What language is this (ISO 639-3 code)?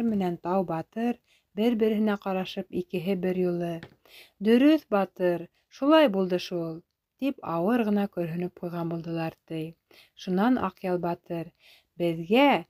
bak